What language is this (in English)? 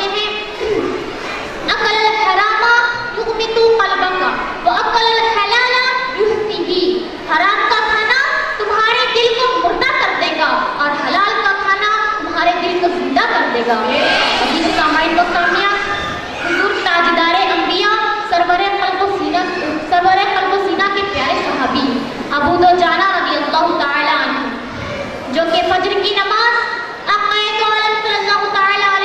Urdu